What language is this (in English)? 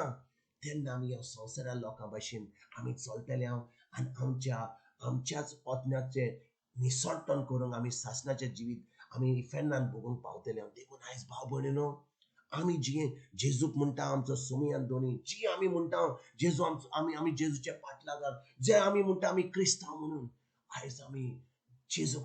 Konkani